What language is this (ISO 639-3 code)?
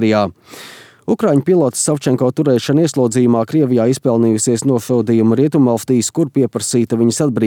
lav